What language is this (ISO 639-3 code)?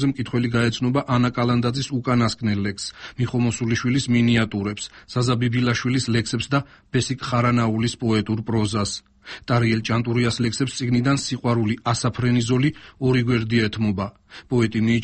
kat